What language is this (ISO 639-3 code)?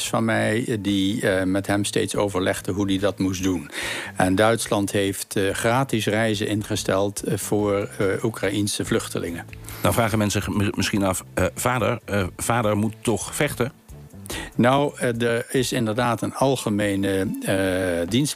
nld